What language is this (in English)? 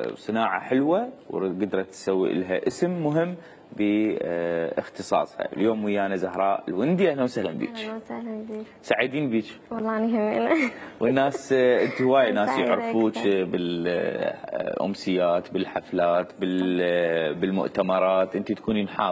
Mesopotamian Arabic